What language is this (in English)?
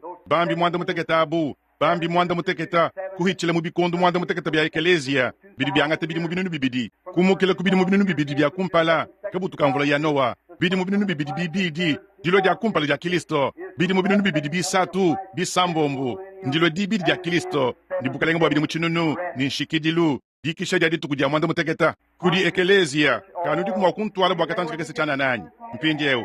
Luba-Lulua